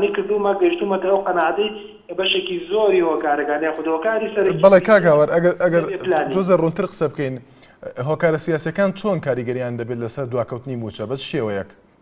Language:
Central Kurdish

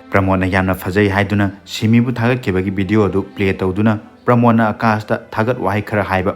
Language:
Manipuri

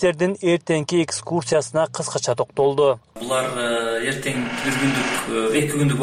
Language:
Kyrgyz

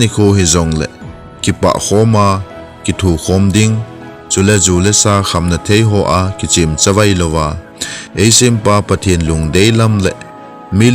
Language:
Thado Chin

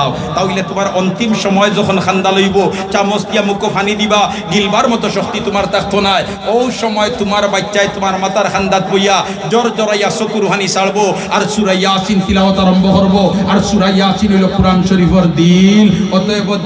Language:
Sylheti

